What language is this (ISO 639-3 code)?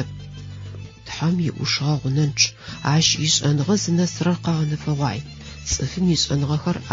ady